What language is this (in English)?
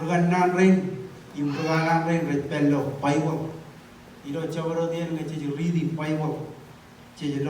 Marshallese